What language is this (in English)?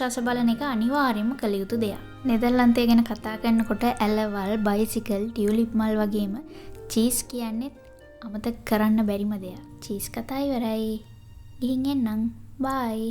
Sinhala